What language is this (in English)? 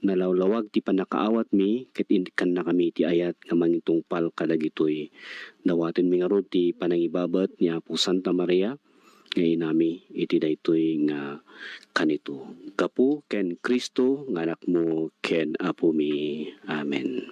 Iloko